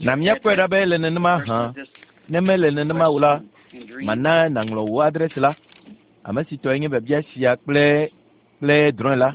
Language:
Ewe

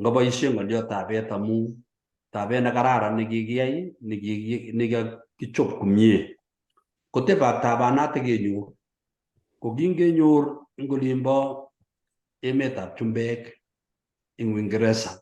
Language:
Kalenjin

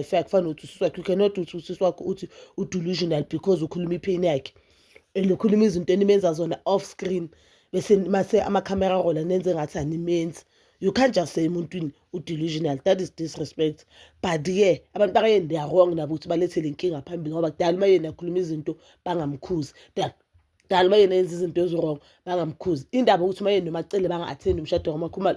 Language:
Zulu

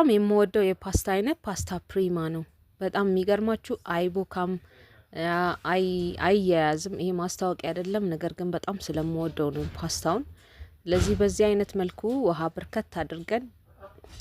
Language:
Amharic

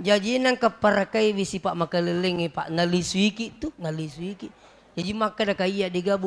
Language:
Buginese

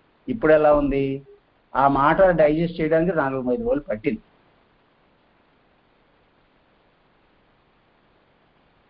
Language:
Telugu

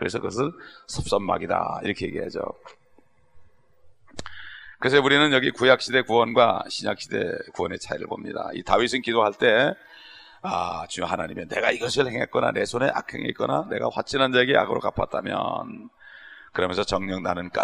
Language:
Korean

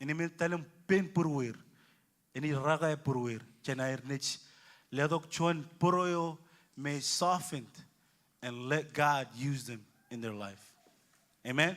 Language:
Marshallese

